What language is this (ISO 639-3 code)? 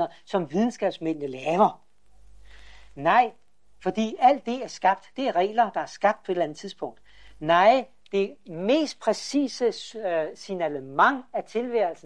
dan